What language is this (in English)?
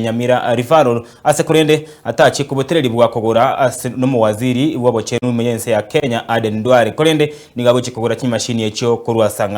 Gusii